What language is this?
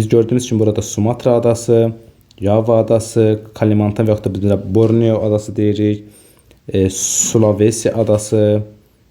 Azerbaijani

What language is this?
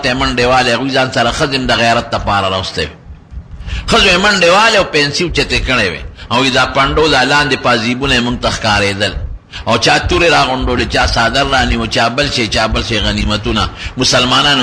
Pashto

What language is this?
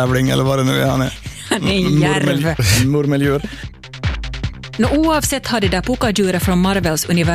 Swedish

